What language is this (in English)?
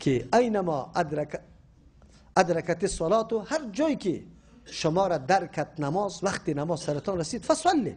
Persian